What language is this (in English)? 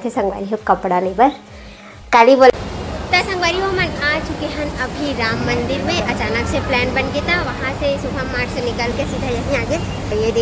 Chhattisgarhi